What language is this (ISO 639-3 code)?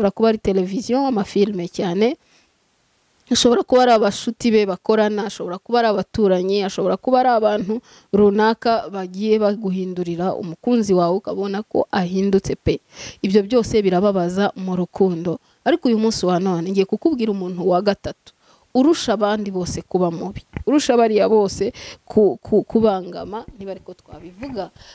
kin